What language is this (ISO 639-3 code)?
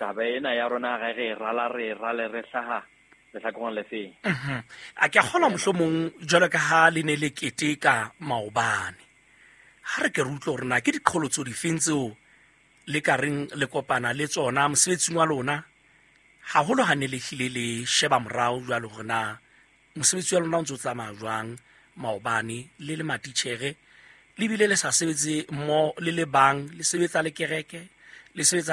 sot